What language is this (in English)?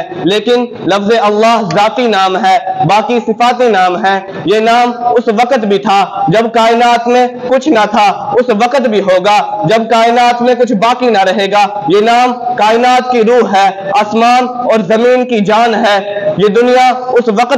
Urdu